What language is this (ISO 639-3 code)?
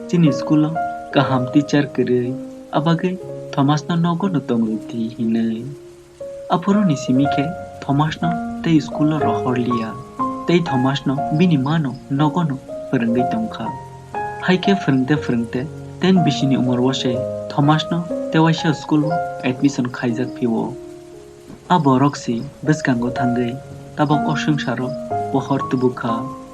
trp